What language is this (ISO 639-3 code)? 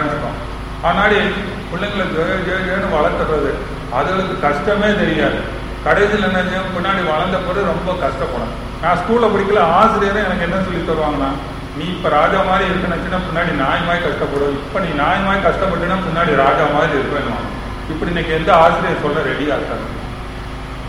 tam